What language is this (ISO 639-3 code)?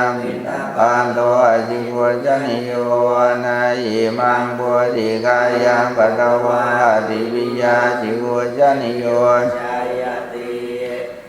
pli